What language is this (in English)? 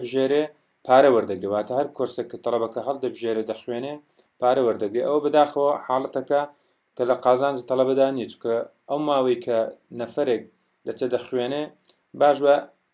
Central Kurdish